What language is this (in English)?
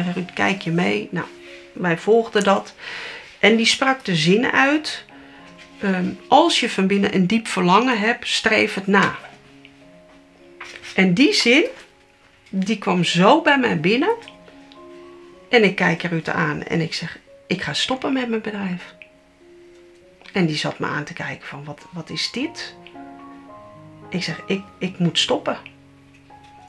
Dutch